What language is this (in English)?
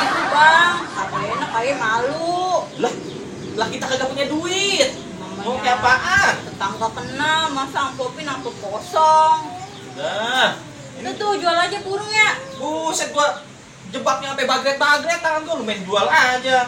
Betawi